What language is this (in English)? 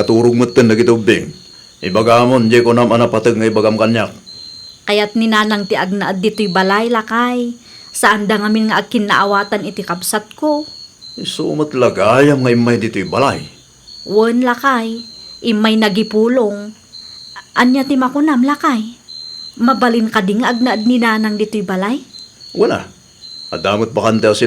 Iloko